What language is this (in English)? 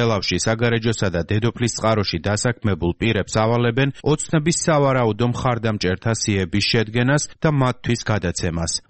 Georgian